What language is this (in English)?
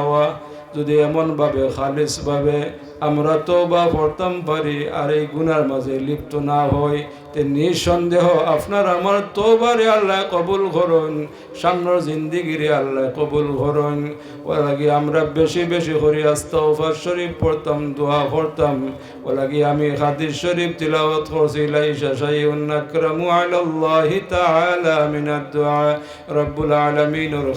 Sylheti